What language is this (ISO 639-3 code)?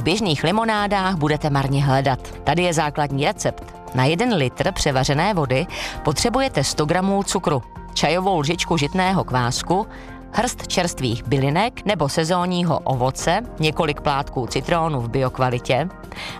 ces